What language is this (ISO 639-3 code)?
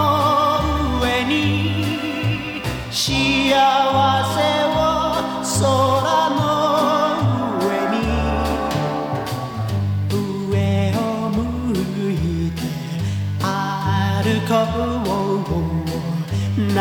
jpn